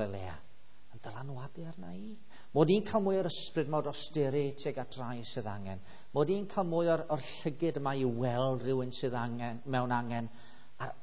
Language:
Welsh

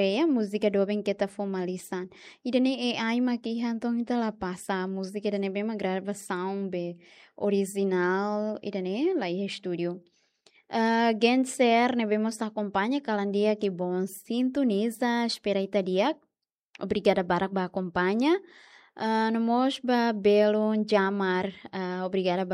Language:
Tetum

